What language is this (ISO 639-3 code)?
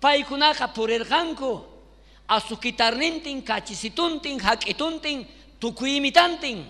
quh